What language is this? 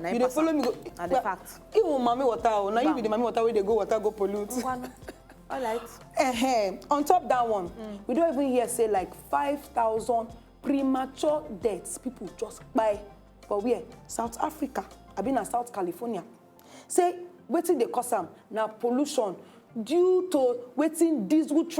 Nigerian Pidgin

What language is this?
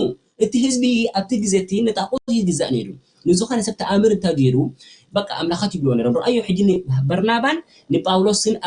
Tigrinya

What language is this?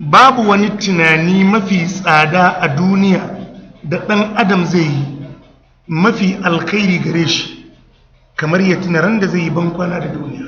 Hausa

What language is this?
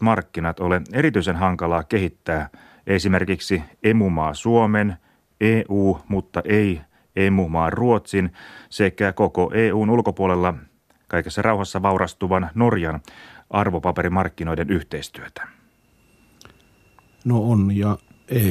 Finnish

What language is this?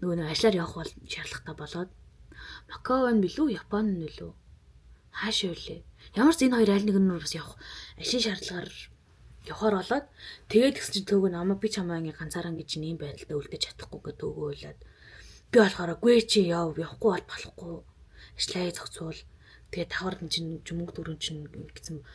Mongolian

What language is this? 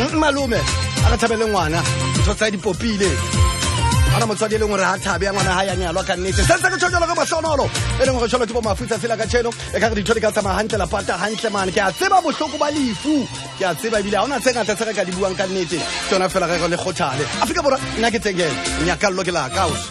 Southern Sotho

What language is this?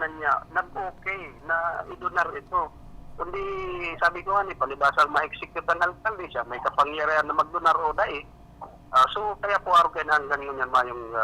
Bikol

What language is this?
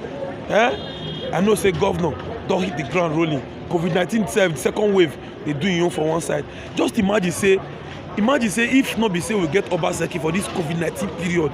Nigerian Pidgin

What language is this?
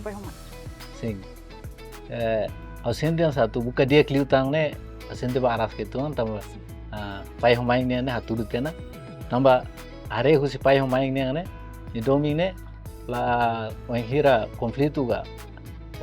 Tetum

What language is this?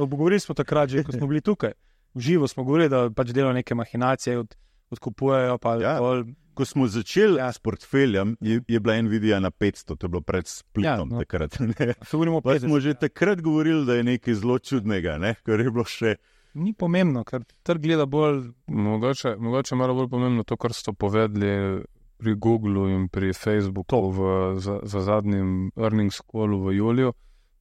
Slovenian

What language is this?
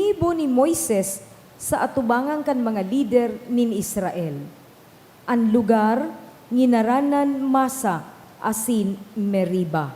Bikol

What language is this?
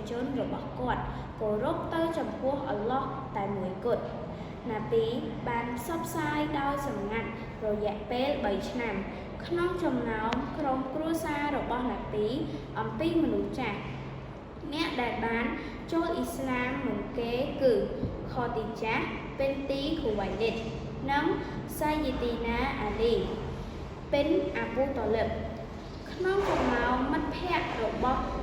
Khmer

